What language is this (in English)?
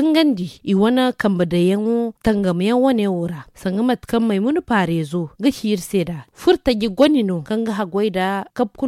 Zarma